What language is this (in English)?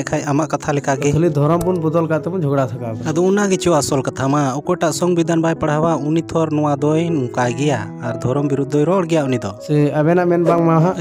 Santali